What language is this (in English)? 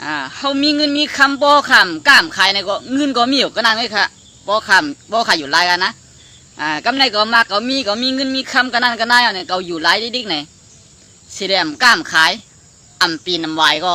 Shan